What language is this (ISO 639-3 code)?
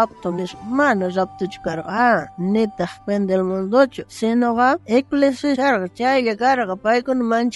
quh